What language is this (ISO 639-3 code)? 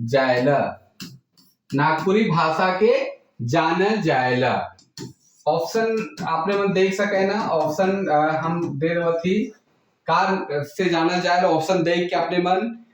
sck